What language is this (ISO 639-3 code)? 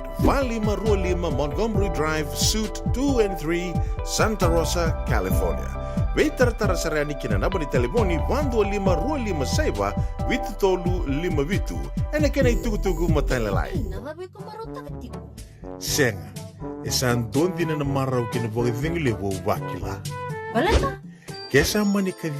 fij